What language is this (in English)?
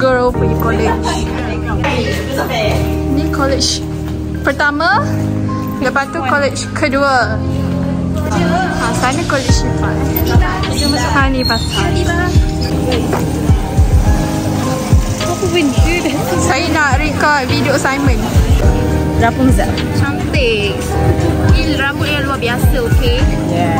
Malay